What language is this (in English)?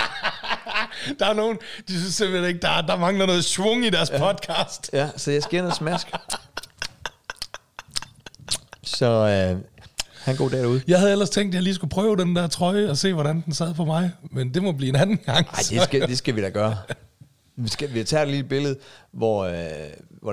Danish